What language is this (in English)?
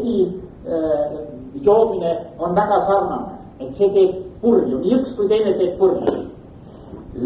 Estonian